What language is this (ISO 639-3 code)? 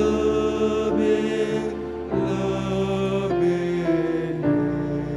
btx